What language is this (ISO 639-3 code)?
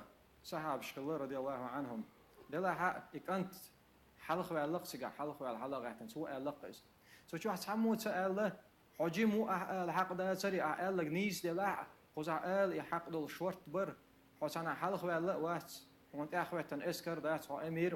che